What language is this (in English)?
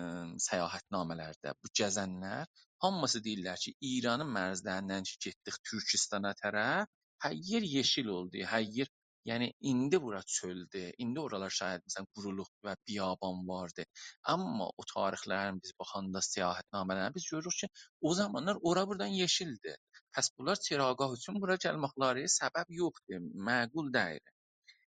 South Azerbaijani